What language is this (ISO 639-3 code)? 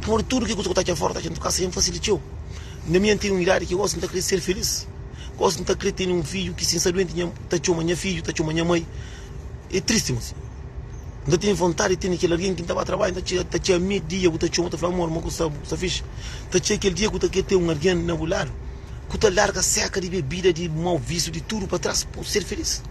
kea